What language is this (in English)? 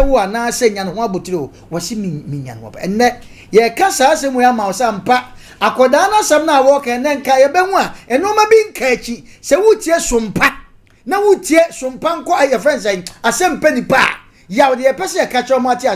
Akan